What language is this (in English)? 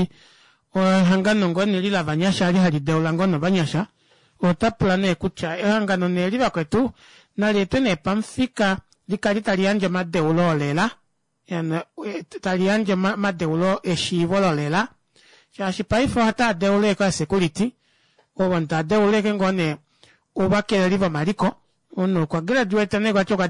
Kuanyama